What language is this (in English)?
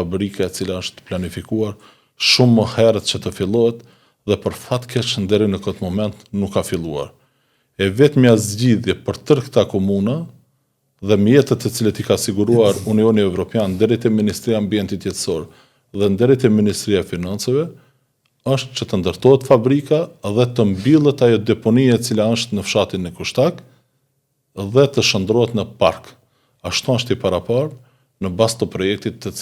Albanian